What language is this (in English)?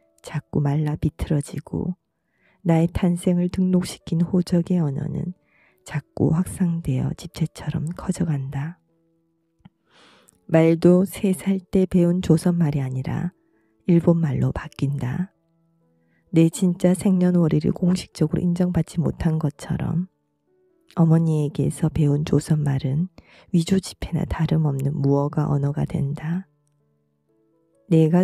Korean